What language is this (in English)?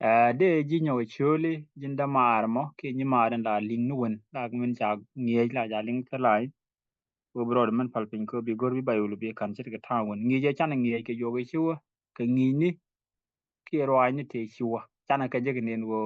Nuer